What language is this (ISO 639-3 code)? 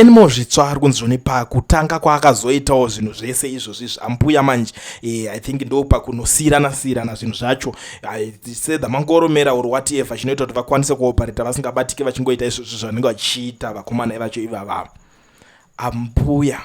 sna